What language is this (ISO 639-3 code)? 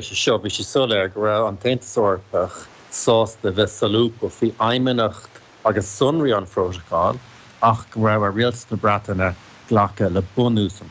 gle